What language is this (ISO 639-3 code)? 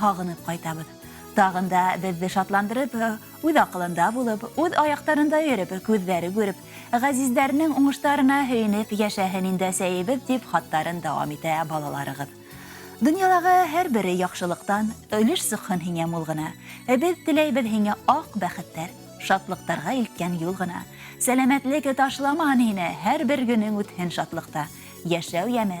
bak